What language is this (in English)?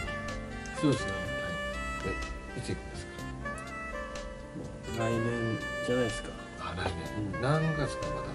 Japanese